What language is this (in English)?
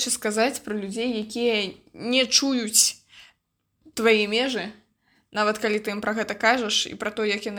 Belarusian